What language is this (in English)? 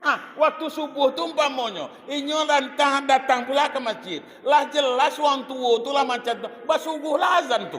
Minangkabau